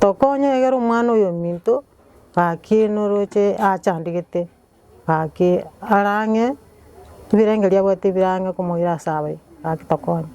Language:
Gusii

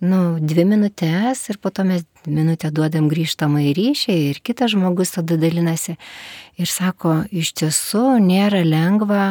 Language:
Lithuanian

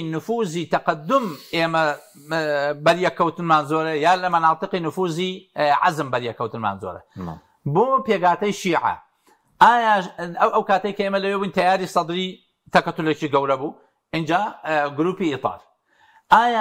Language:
Central Kurdish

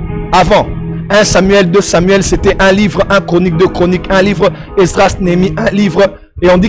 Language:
French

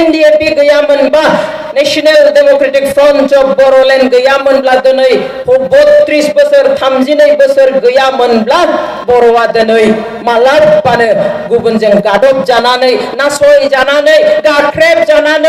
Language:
Bodo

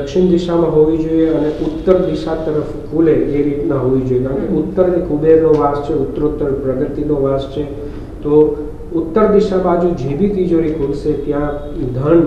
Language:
Gujarati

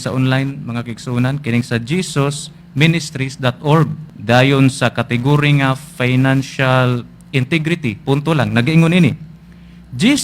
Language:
Cebuano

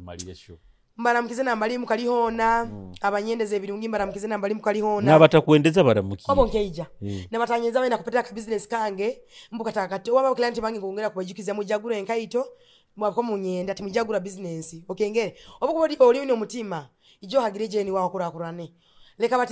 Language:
Nyoro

